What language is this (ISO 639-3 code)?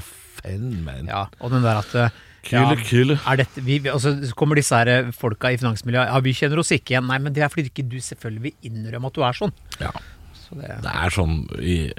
nor